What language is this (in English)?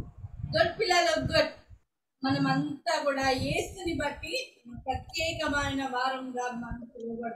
Telugu